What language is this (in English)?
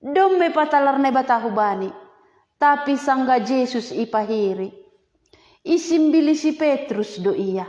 Batak Simalungun